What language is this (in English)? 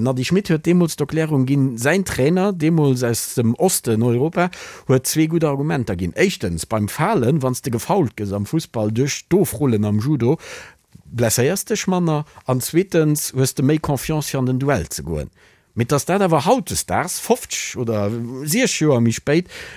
Luxembourgish